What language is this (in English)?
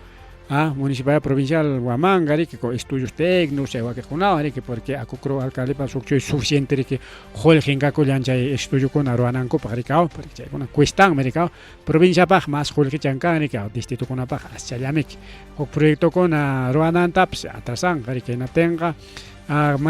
Ayacucho Quechua